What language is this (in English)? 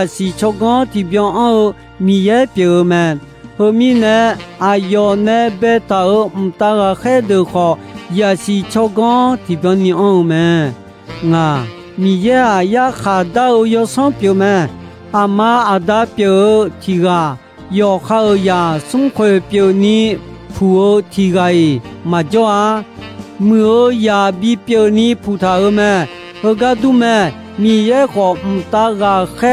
Akha